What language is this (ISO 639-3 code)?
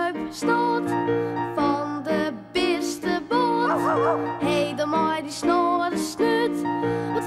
fry